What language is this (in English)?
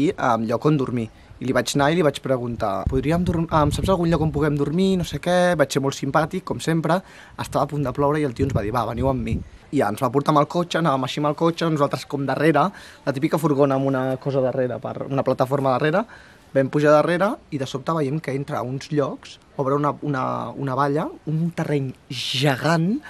Catalan